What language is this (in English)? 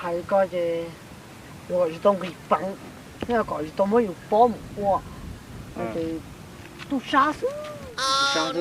Hmong